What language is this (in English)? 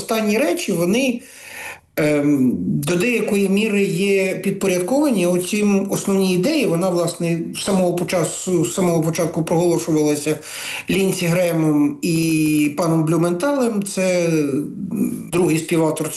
Ukrainian